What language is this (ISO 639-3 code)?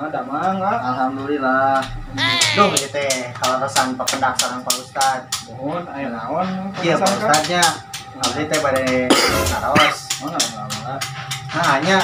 sun